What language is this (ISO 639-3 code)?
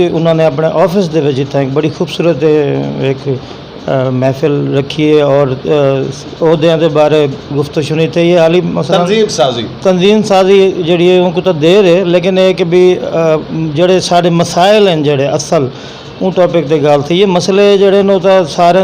skr